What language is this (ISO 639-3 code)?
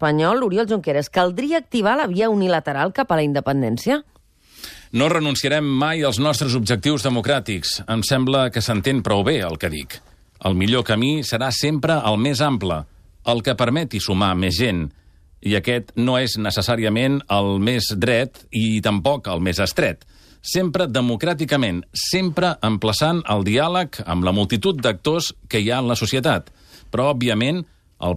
cat